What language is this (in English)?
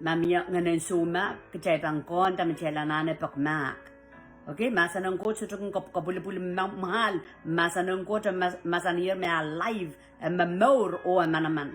Pohnpeian